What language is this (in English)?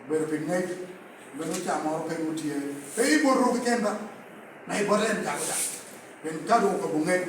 Lango (Uganda)